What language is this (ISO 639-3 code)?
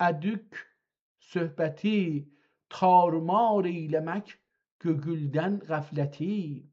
azb